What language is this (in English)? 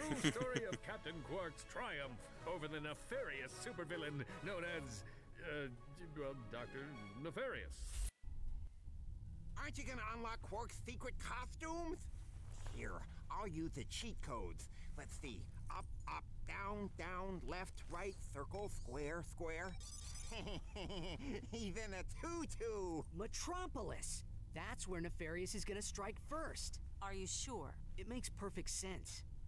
English